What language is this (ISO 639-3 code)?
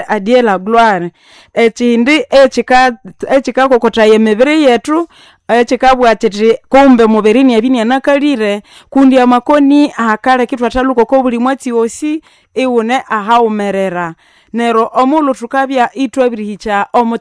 nnb